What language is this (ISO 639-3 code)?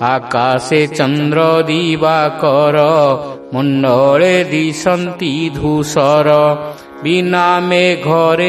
ori